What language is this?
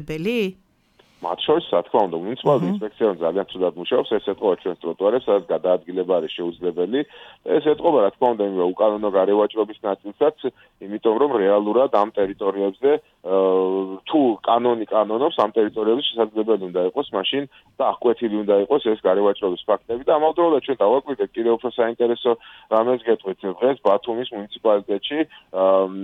Georgian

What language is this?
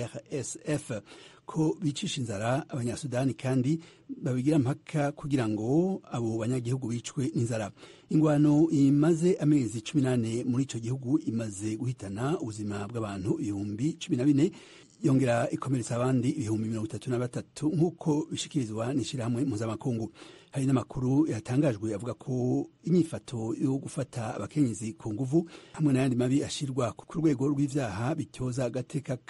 Rundi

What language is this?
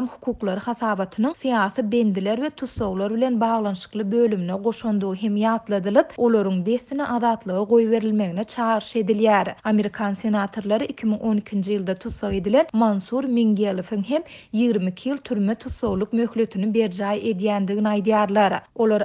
Turkmen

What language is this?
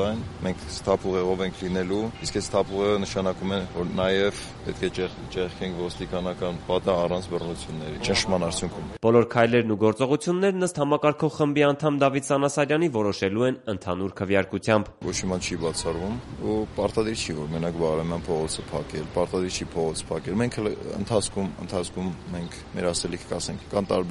Armenian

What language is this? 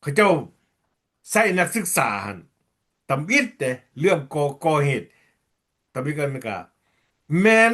Lao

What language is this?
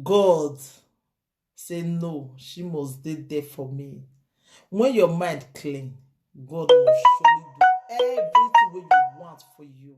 Nigerian Pidgin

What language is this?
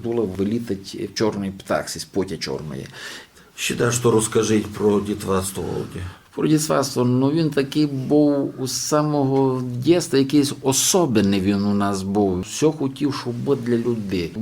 Rusyn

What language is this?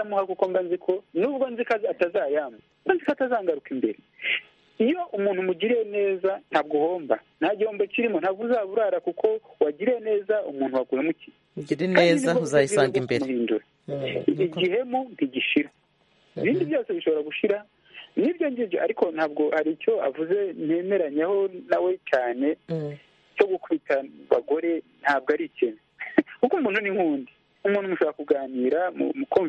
Kinyarwanda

